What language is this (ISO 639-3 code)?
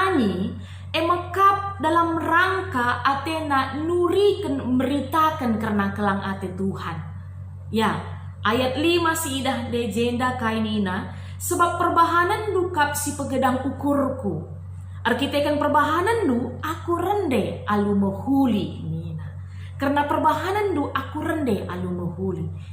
btx